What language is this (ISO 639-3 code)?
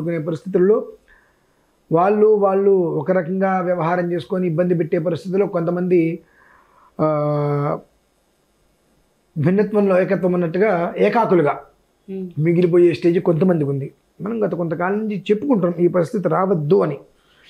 tel